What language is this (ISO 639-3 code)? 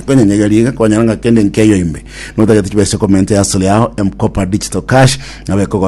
guz